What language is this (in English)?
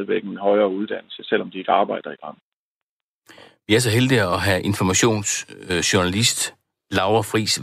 Danish